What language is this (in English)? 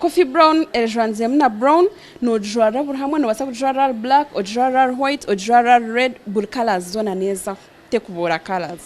Nyankole